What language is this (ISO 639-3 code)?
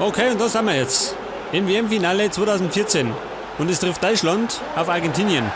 bar